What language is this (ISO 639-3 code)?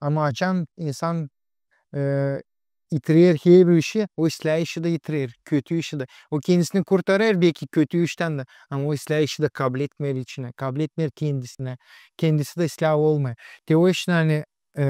gag